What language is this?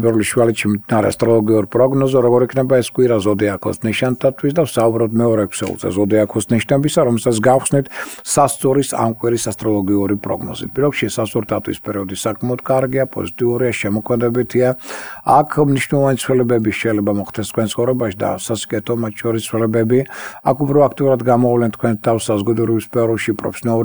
Albanian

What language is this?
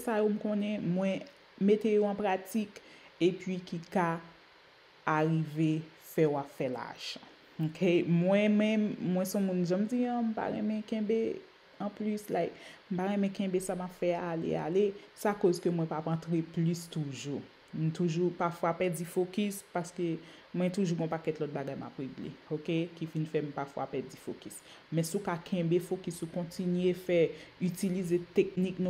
Haitian Creole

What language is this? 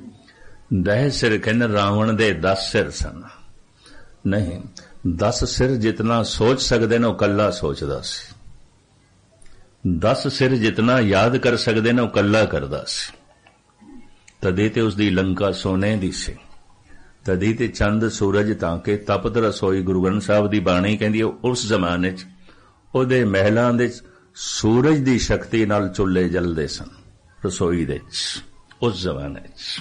Punjabi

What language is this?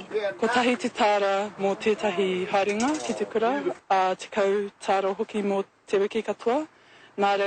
Māori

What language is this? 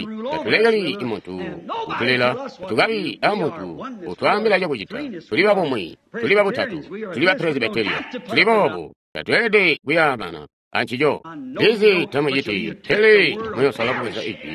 Tonga (Zambia)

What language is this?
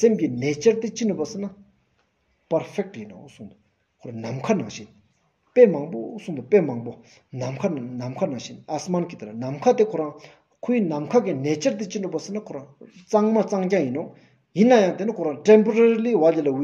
Stod Bhoti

